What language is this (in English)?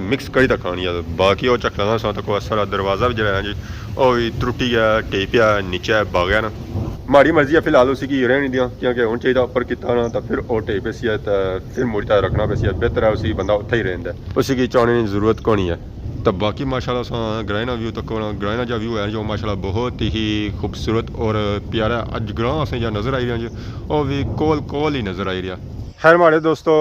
Pahari-Potwari